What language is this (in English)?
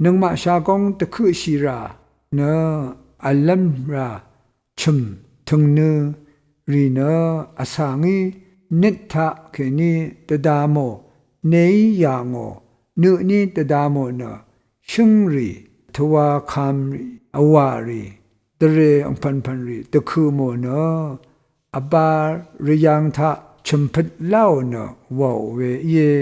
Rawang